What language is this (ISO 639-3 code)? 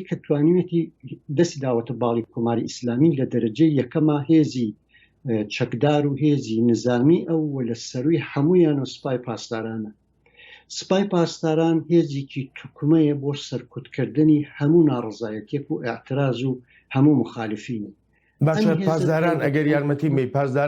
ckb